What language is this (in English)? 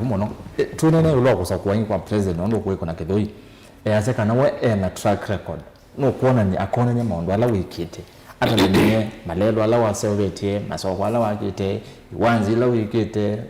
Kamba